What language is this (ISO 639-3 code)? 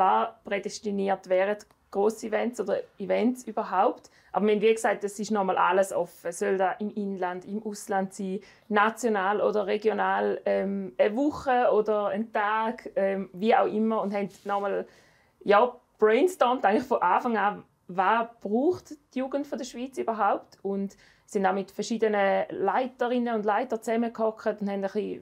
gsw